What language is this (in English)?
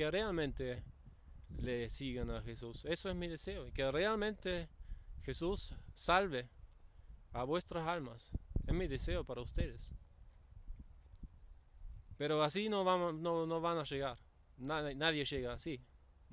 Spanish